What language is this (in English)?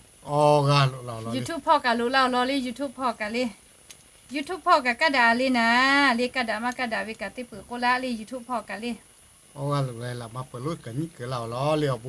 Lahu